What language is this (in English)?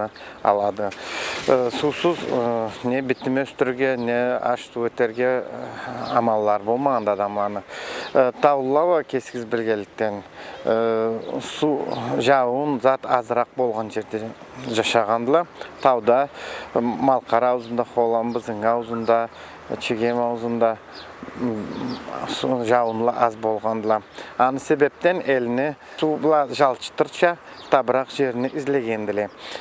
Karachay-Balkar